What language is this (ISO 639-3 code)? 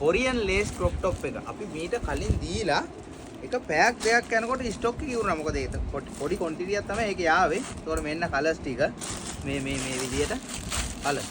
sin